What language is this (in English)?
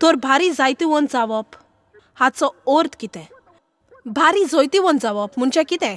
Konkani